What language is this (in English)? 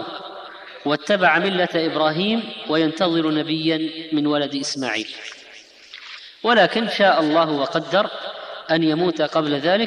Arabic